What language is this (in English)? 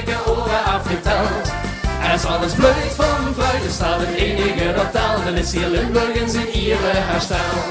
Limburgish